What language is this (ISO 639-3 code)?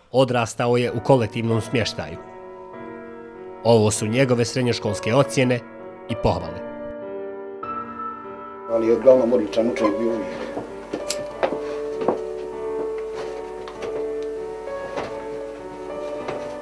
bos